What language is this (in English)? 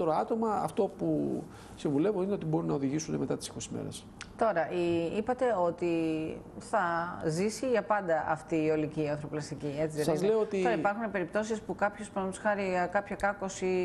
Greek